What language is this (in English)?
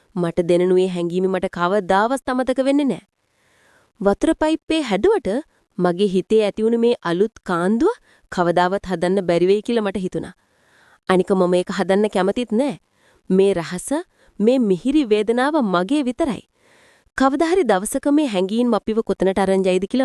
Sinhala